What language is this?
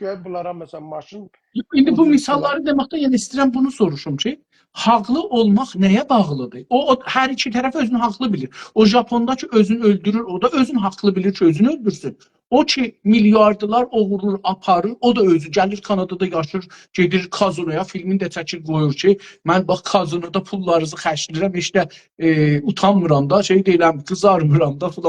South Azerbaijani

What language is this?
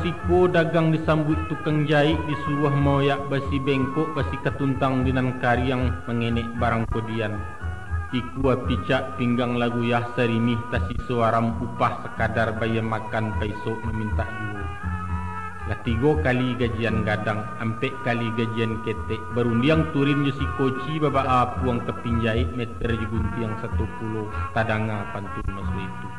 Minangkabau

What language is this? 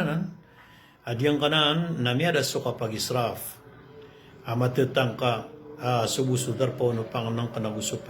Maranao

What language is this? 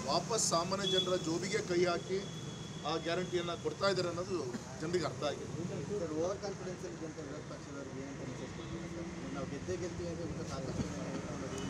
Kannada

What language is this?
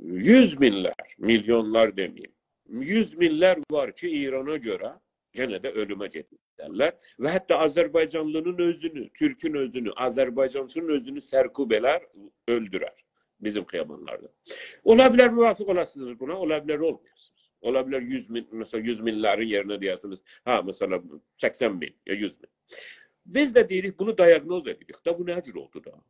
South Azerbaijani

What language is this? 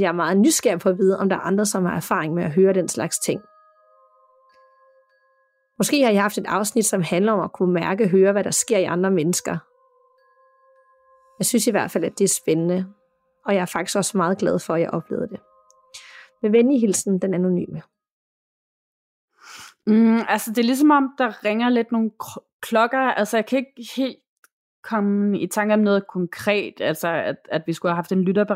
Danish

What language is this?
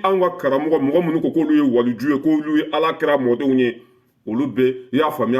Bambara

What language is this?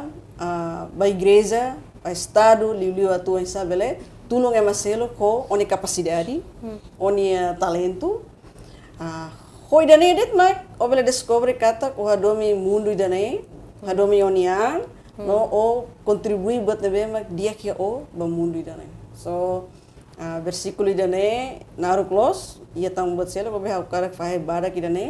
Tetum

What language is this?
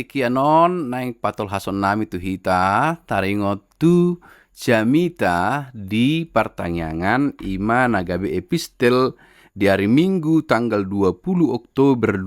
Batak Toba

